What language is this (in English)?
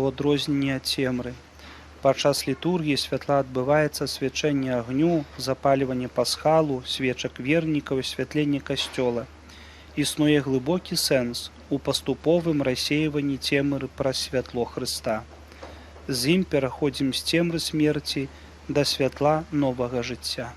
Belarusian